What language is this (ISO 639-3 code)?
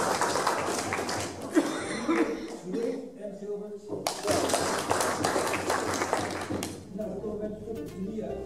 nld